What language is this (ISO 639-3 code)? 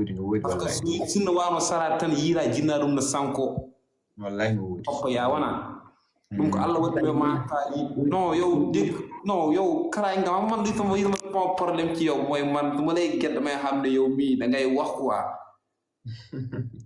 ful